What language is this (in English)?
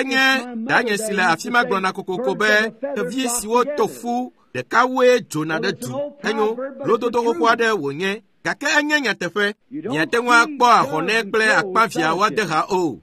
Ewe